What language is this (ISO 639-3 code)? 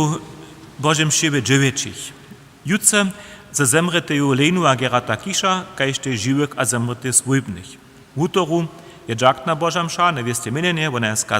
hsb